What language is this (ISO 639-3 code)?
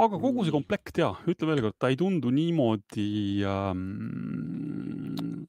est